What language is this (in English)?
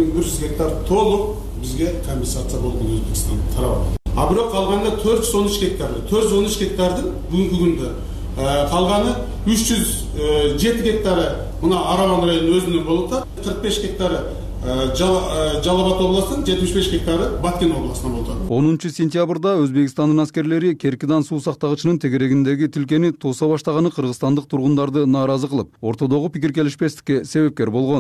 Kyrgyz